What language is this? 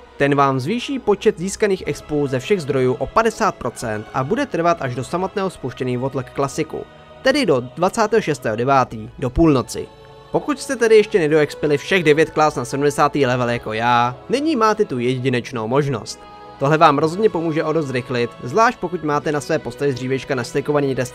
Czech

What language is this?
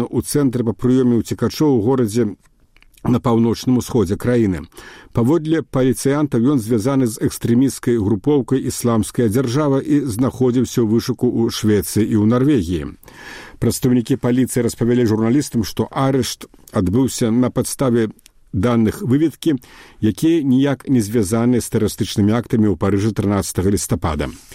Belarusian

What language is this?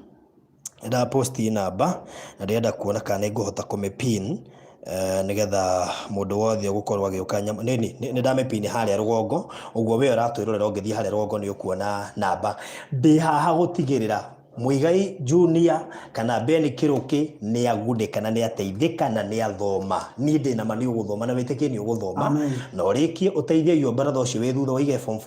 Kikuyu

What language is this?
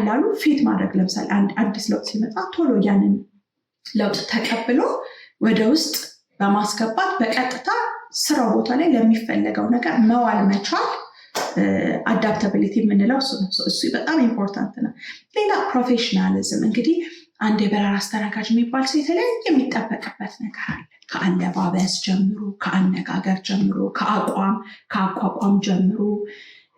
Amharic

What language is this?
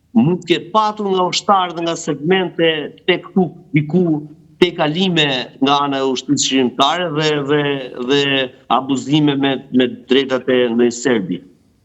Albanian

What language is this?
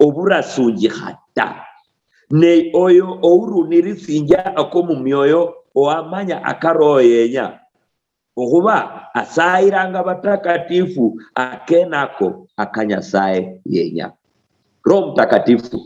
Luyia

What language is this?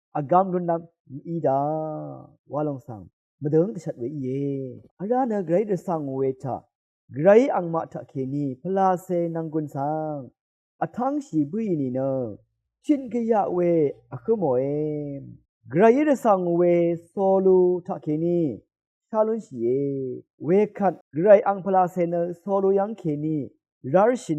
Rawang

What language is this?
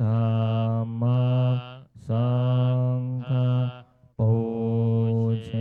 Pali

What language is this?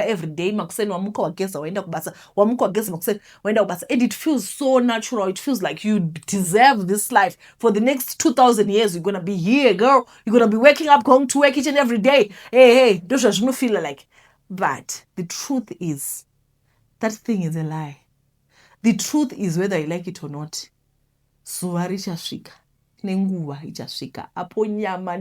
Shona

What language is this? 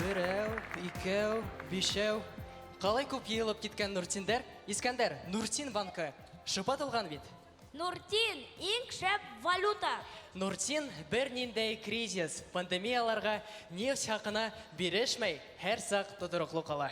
Bashkir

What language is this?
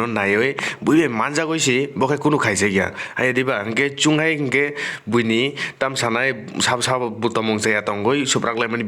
Kok Borok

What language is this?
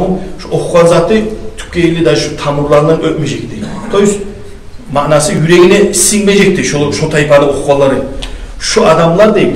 Kumyk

